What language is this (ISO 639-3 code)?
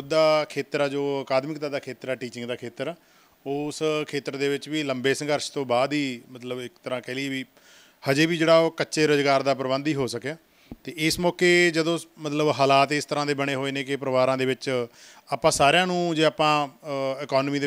pan